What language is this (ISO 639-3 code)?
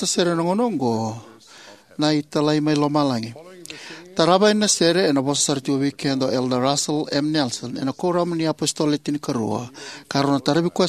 fij